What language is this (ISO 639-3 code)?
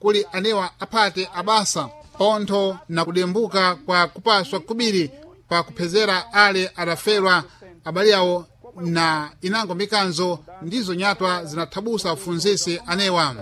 seh